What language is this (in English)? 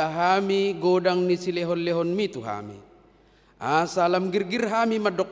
Batak Toba